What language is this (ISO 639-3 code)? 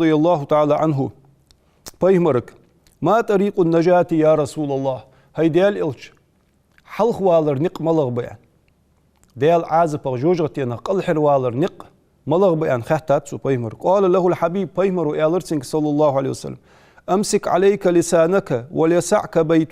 inh